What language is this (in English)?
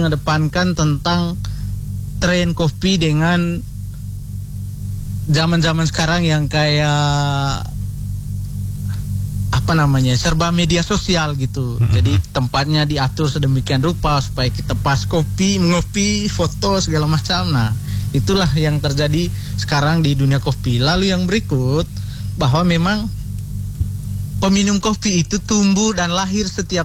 Indonesian